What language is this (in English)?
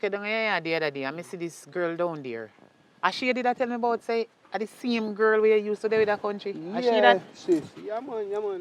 Jamaican Creole English